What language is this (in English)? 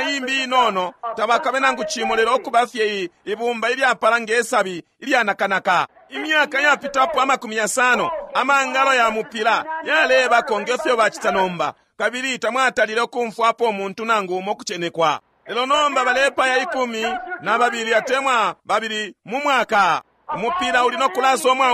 Bemba